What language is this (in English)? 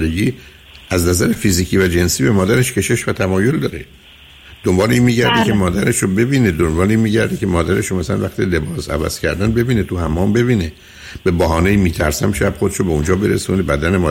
Persian